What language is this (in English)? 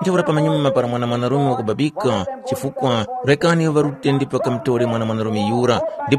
Tumbuka